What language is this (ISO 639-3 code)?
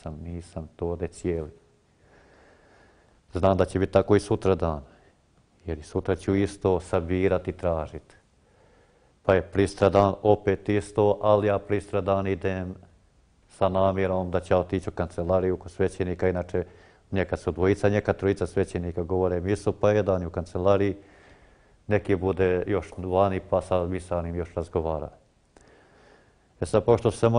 hrv